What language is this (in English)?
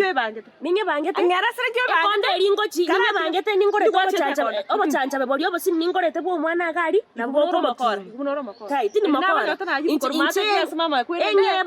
Gusii